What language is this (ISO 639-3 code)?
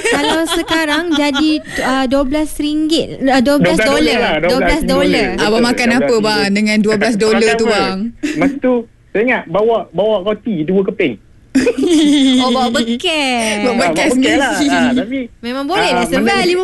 msa